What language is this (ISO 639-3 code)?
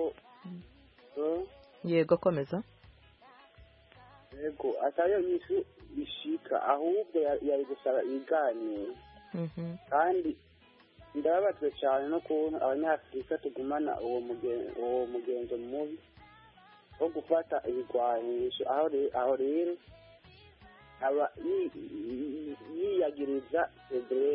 kin